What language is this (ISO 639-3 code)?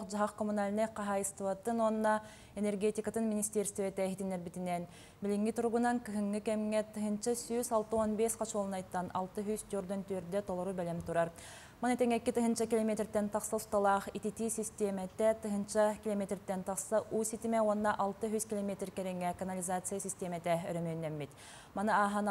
sah